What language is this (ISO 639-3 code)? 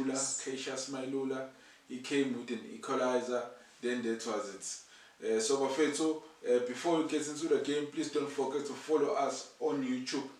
zul